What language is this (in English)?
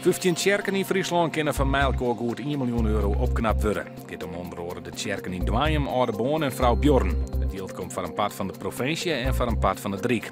Western Frisian